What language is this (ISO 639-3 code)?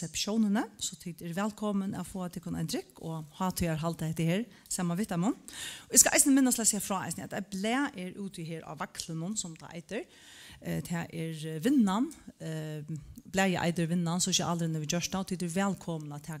fao